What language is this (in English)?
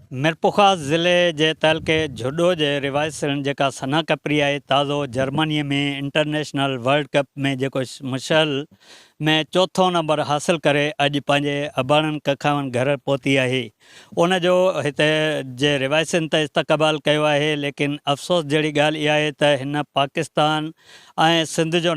Sindhi